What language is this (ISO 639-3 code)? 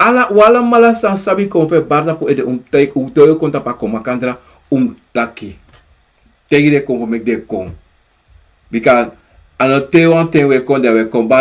srn